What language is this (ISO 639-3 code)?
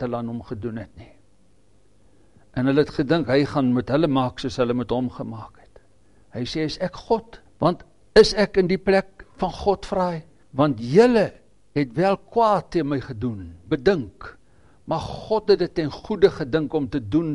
afr